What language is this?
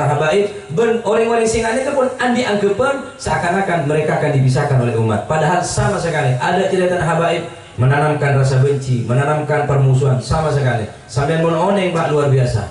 Madurese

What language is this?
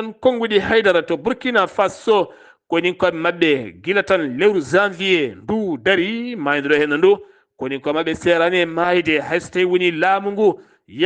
Fula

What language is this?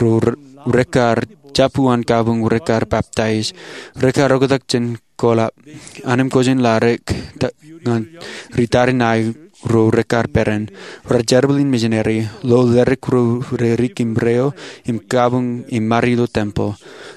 Marshallese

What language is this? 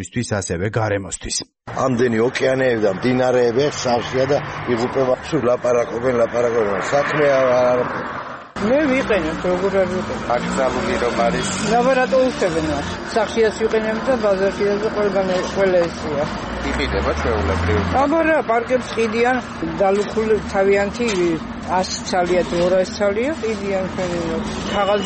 Georgian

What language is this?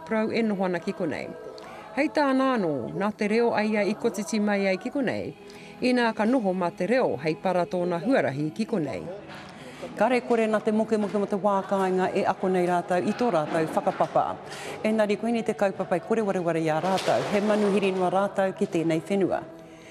Māori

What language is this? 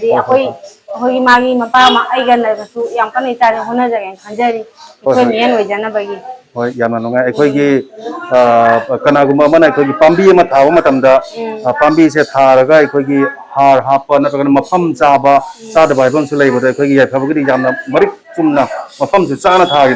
Manipuri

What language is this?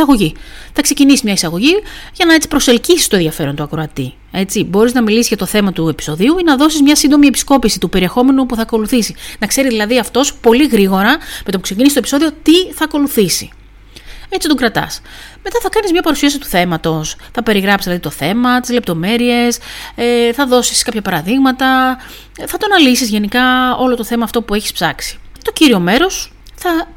Greek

